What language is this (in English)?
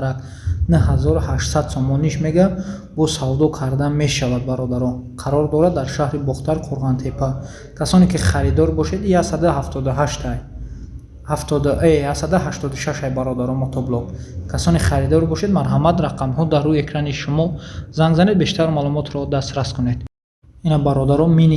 Tajik